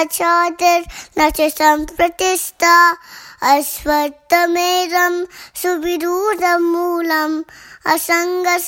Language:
Sanskrit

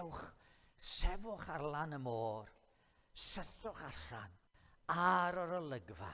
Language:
Welsh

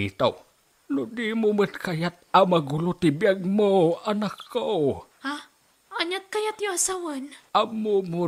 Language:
Iloko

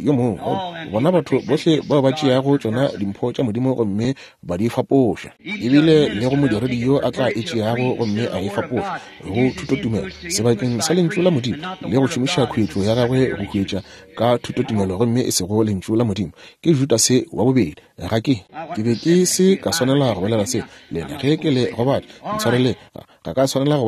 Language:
Northern Sotho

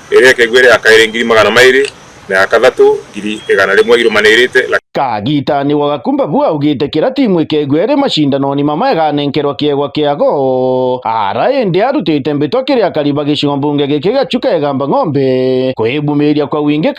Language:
Meru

